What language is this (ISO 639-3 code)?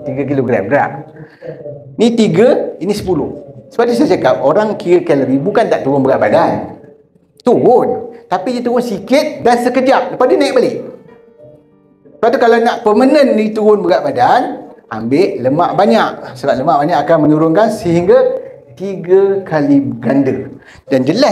msa